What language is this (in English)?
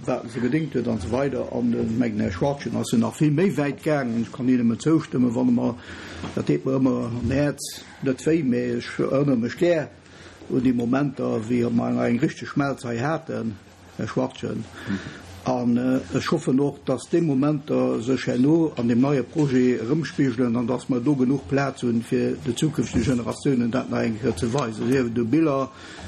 Luxembourgish